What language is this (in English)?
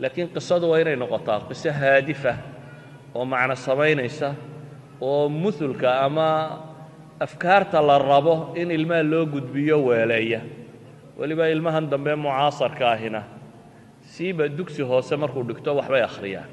Somali